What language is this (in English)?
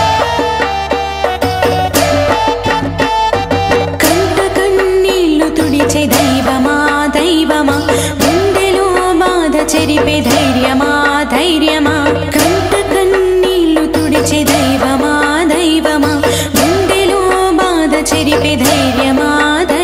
Telugu